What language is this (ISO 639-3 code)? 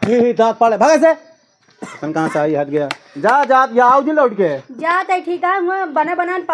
awa